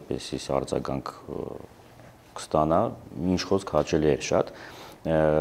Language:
Armenian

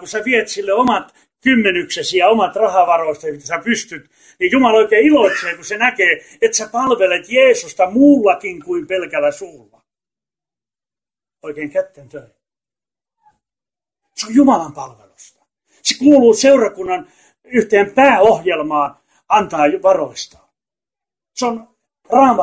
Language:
Finnish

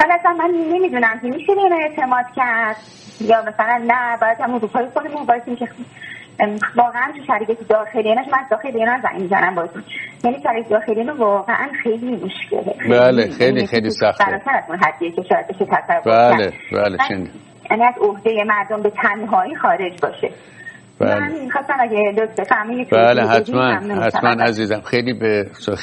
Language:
Persian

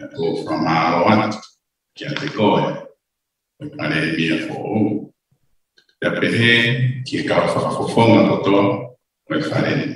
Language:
Tongan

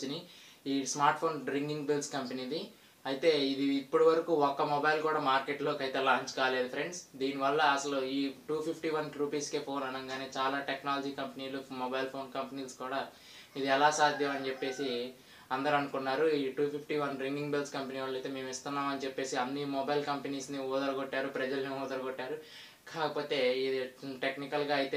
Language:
Telugu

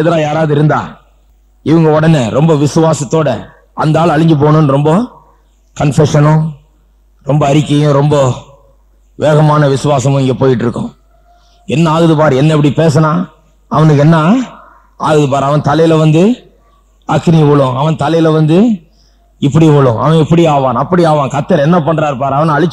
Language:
Tamil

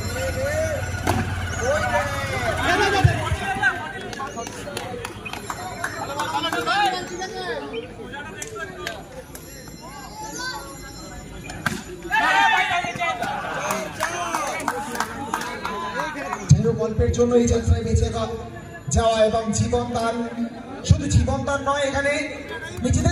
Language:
Bangla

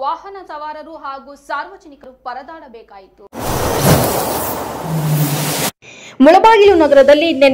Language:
Kannada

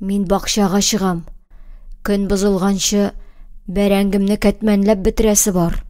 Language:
Tatar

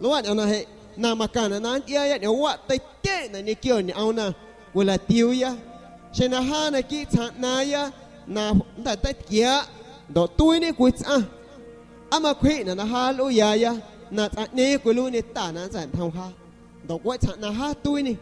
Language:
San Pedro Amuzgos Amuzgo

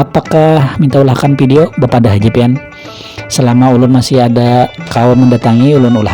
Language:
Banjar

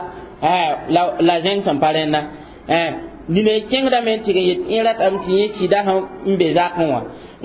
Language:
Mossi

